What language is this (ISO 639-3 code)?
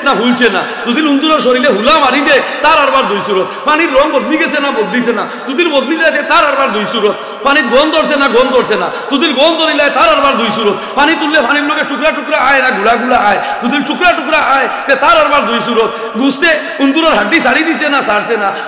syl